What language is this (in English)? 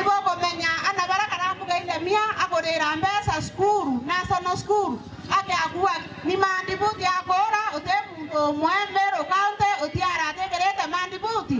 Meru